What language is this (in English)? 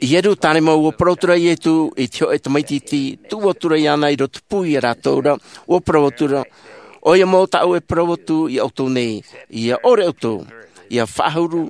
Tahitian